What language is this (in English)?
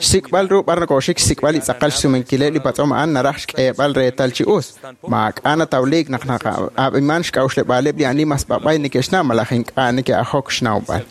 Kekchí